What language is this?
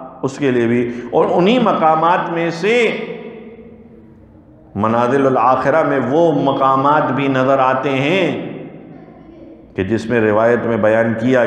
Urdu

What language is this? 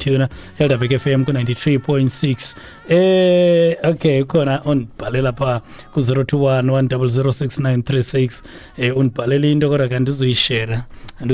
Xhosa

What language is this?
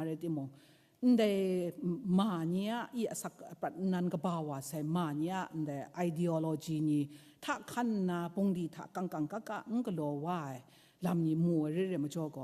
Kachin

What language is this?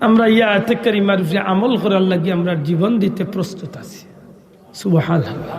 Sylheti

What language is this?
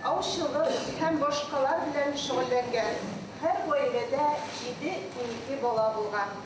Bashkir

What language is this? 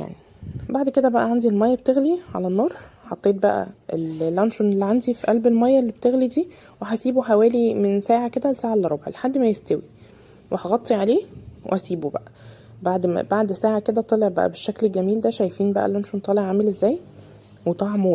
Egyptian Arabic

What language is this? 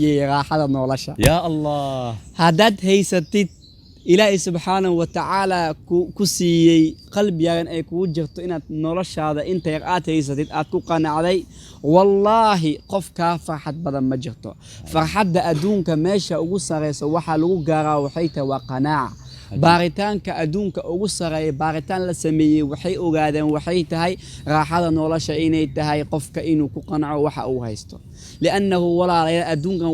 Somali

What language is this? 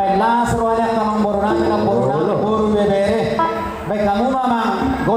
Batak Toba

